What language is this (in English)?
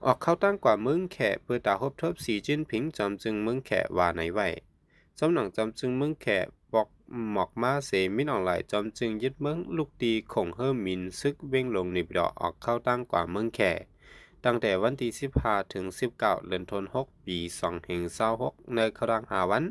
Shan